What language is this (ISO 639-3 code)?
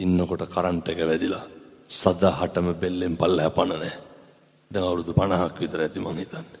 sin